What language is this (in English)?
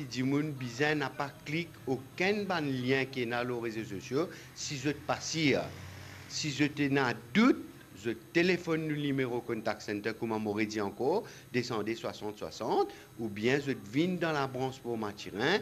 Morisyen